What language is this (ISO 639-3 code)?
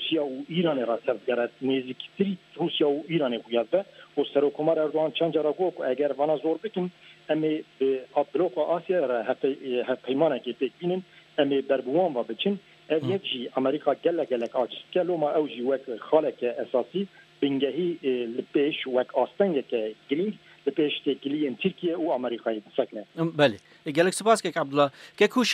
kur